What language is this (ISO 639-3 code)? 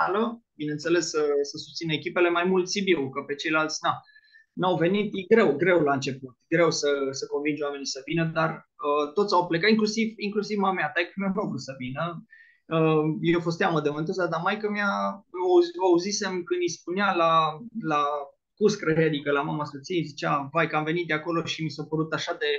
ron